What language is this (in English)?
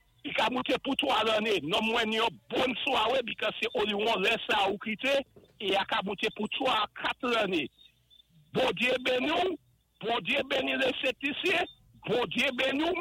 Saint Lucian Creole French